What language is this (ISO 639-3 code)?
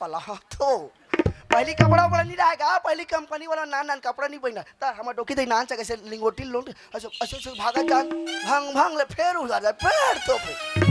hne